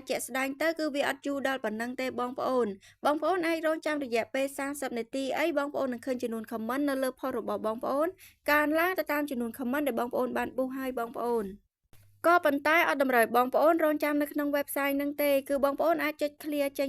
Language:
Khmer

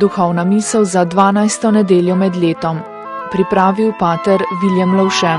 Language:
Slovenian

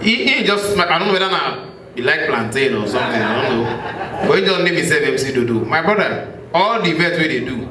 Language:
Nigerian Pidgin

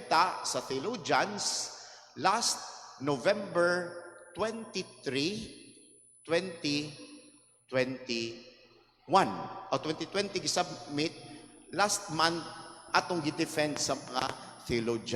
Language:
Cebuano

